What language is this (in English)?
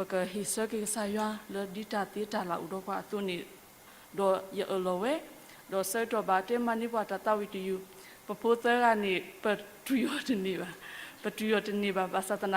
S'gaw Karen